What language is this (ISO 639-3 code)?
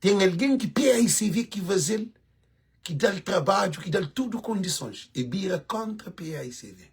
kea